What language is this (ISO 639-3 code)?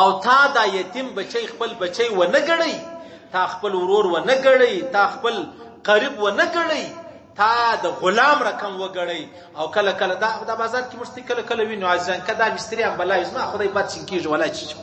pus